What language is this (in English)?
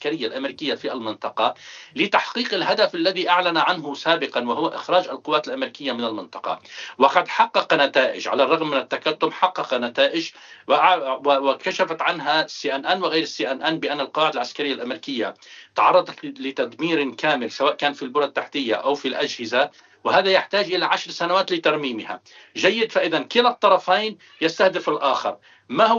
Arabic